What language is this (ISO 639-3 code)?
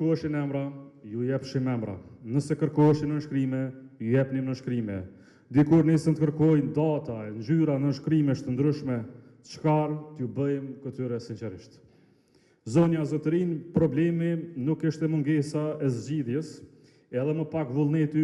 sqi